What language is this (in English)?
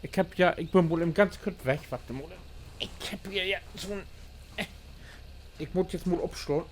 Low German